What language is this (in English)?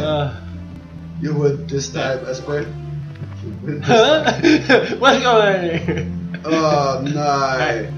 Faroese